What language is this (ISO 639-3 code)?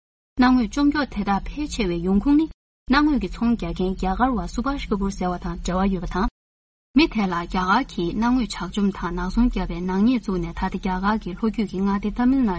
bod